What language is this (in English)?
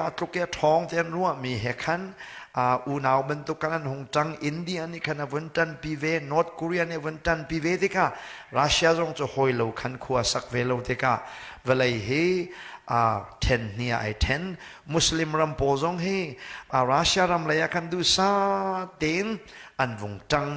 Hakha Chin